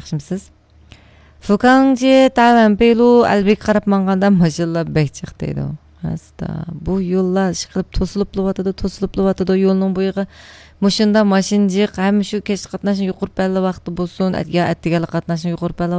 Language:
Uyghur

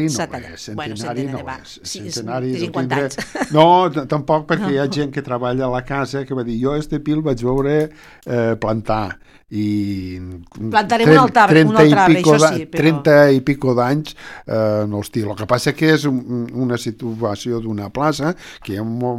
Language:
Catalan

